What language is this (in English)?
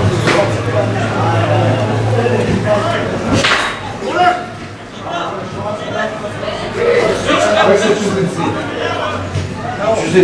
Bulgarian